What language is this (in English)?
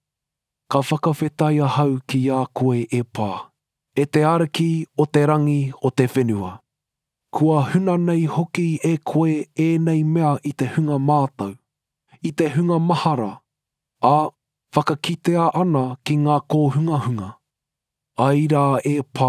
Māori